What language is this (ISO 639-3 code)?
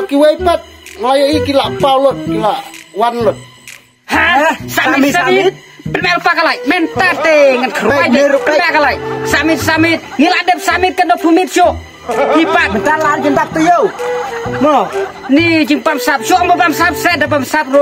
kha